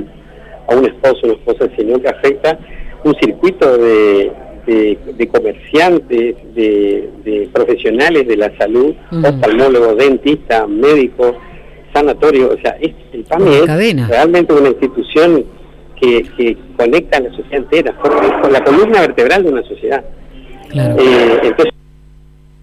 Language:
Spanish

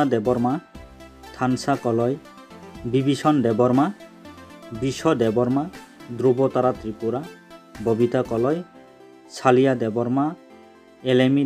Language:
Kok Borok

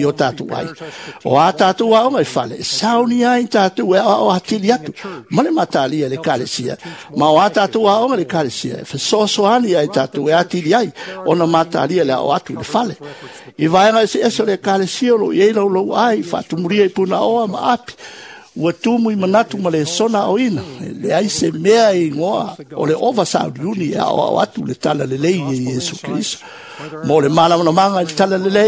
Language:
Samoan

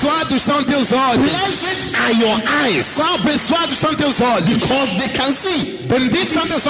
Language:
Portuguese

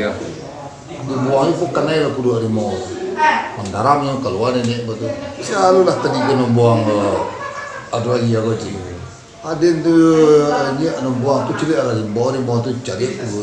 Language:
Minangkabau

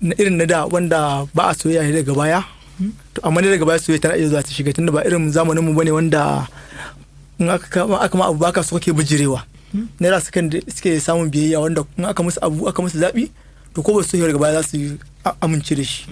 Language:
Hausa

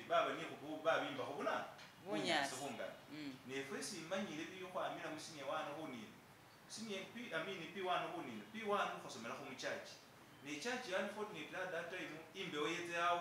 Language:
Masaaba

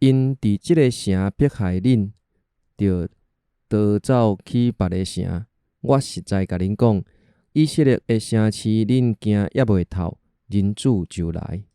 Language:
Min Nan Chinese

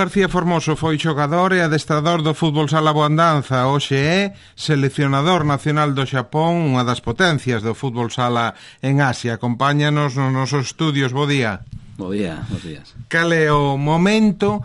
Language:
Galician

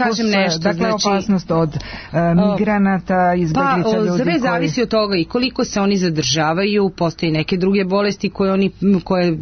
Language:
Serbian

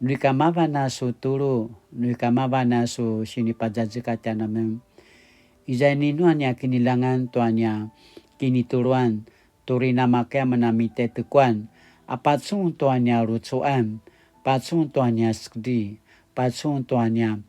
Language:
Paiwan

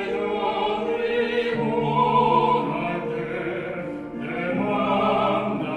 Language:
Italian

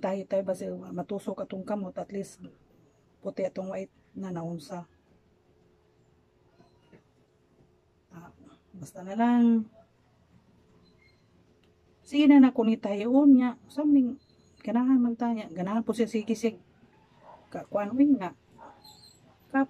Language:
Cebuano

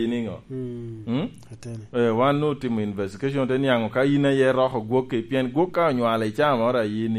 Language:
Lango (Uganda)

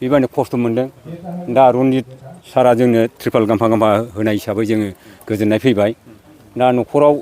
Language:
Bodo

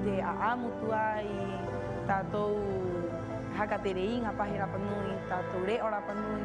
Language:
Rapanui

